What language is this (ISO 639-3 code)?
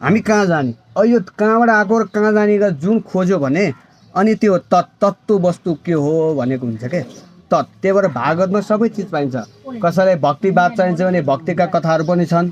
nep